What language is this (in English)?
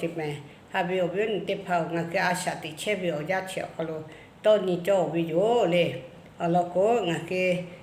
Lahu